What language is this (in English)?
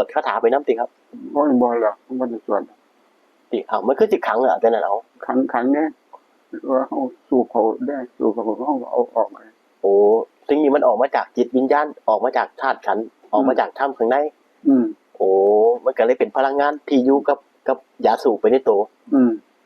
Northeastern Thai